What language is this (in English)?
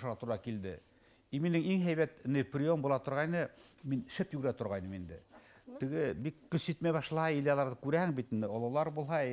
Bashkir